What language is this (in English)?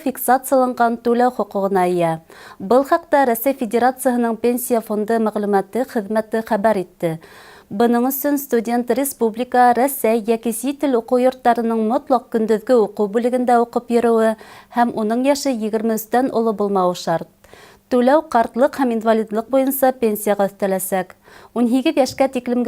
Bashkir